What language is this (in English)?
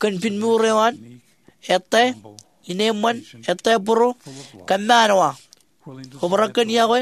Marshallese